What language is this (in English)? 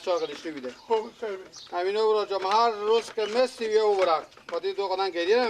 Persian